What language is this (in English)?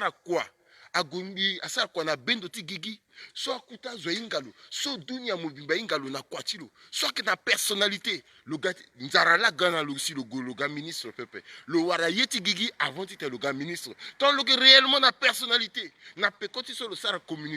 Sango